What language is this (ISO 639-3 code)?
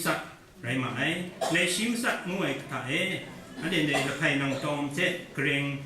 kac